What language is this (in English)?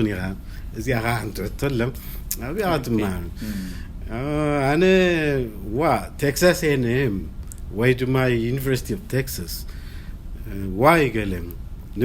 Tigrinya